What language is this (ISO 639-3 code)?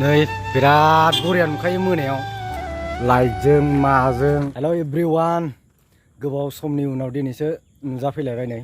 brx